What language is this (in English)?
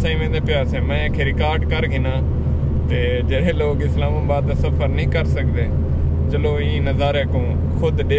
Saraiki